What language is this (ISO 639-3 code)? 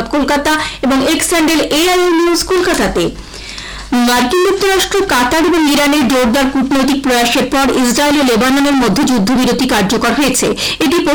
ben